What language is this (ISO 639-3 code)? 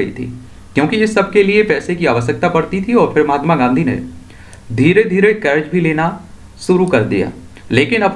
hin